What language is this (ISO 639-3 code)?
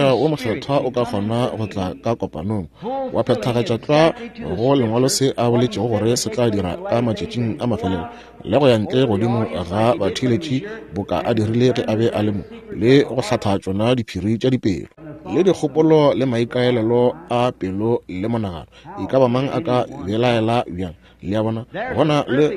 nso